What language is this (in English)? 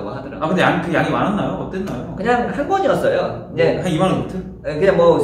Korean